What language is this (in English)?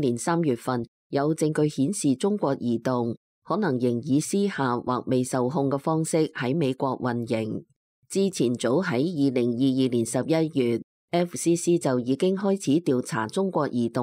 Cantonese